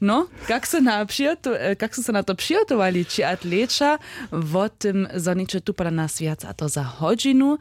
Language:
Upper Sorbian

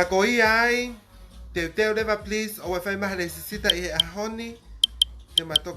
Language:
Tongan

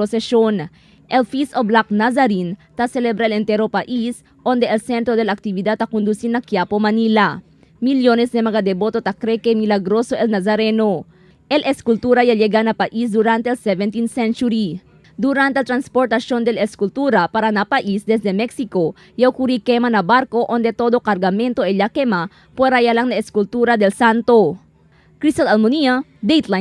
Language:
Chavacano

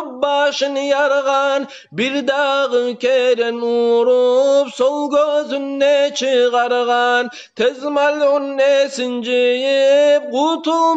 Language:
Kumyk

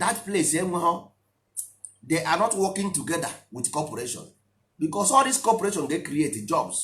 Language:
Igbo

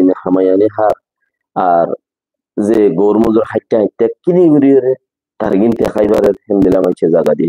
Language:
Rohingya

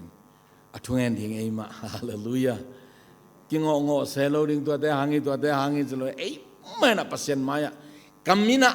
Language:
Tedim Chin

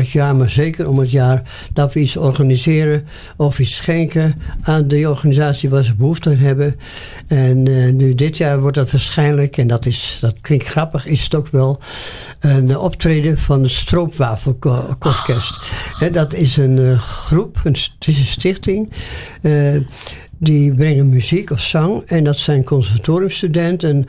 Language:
Dutch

